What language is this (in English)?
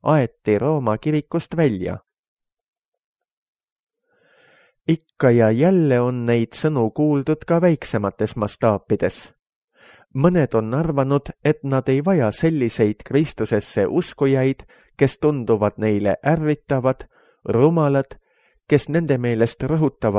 Estonian